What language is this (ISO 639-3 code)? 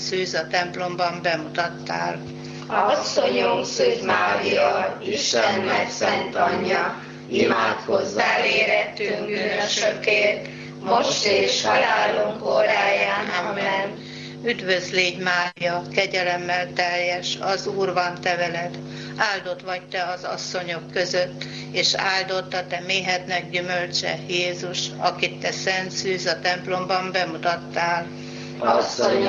hun